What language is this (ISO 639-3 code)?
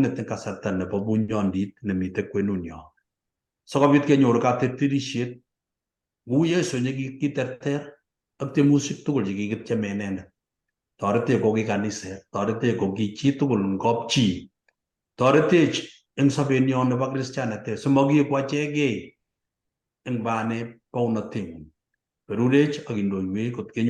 kln